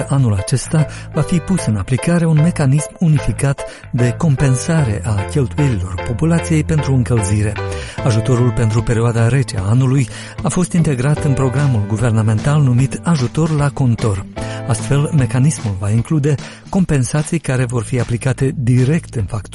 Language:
Romanian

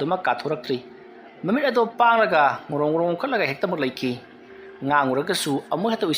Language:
Manipuri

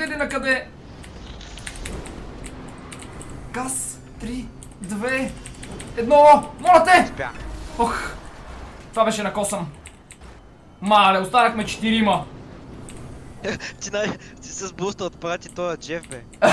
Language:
Bulgarian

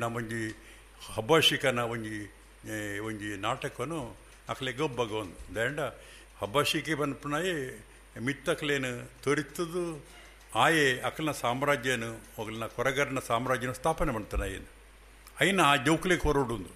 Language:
Tulu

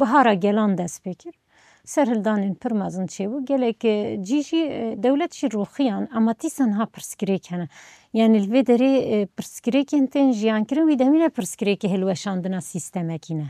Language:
Kurdish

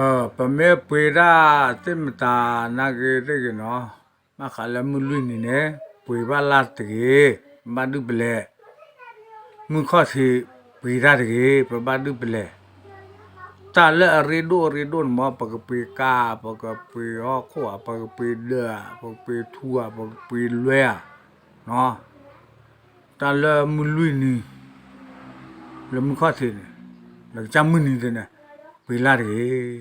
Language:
S'gaw Karen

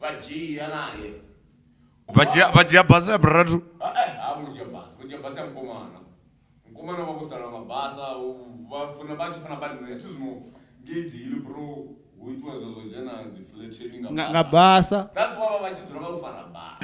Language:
Venda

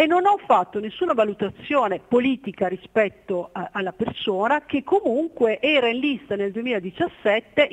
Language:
Italian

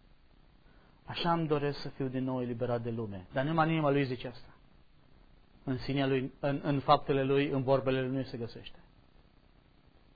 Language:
Romanian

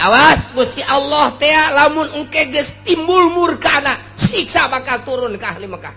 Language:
Sundanese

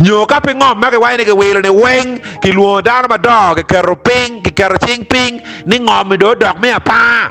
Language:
Acoli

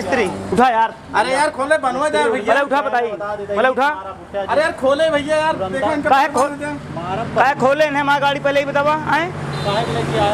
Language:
Awadhi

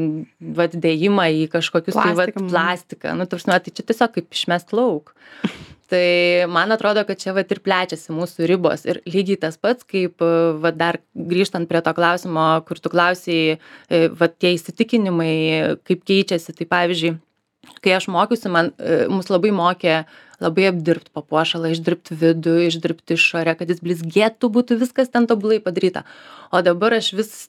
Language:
Lithuanian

